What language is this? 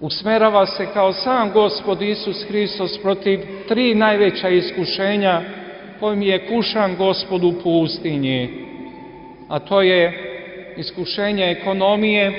Serbian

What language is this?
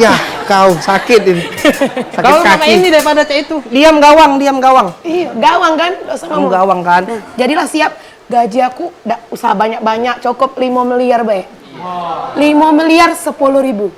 Musi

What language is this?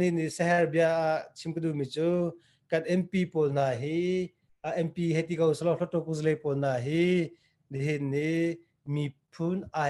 Hakha Chin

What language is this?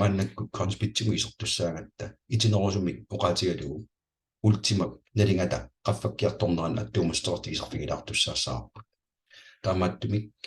Kalaallisut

